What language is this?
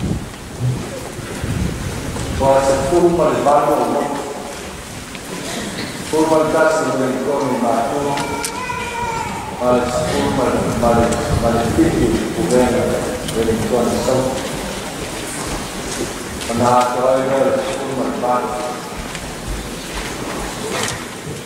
Samoan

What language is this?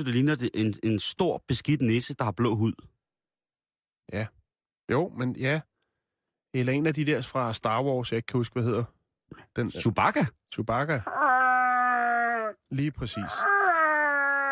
Danish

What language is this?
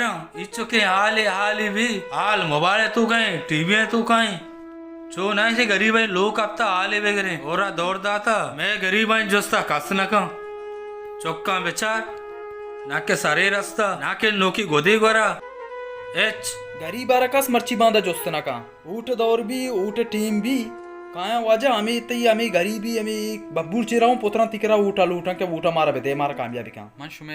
Baluchi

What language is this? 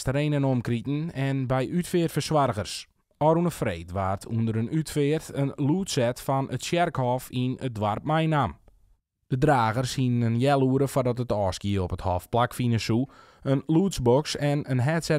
Western Frisian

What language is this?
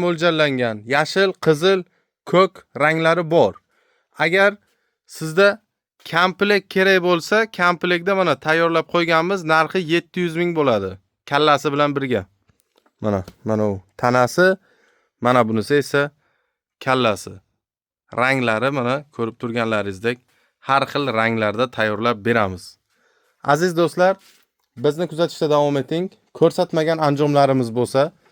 Uzbek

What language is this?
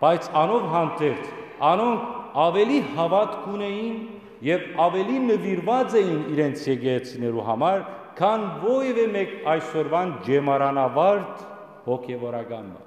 Western Armenian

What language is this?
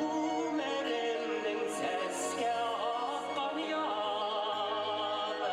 Bashkir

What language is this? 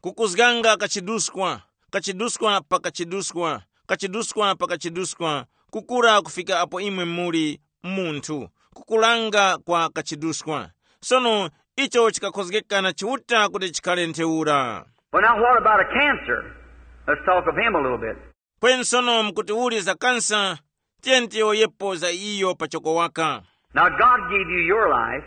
Tumbuka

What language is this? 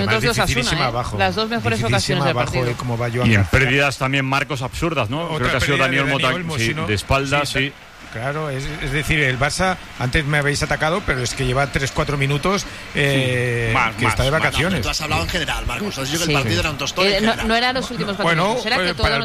Spanish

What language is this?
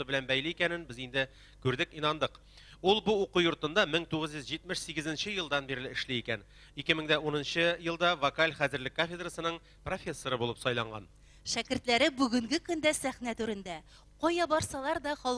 Tatar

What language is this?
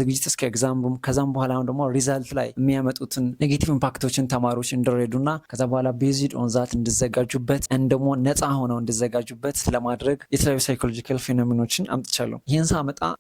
Amharic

